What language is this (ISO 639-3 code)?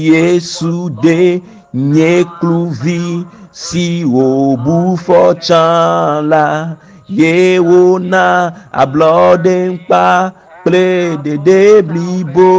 ewe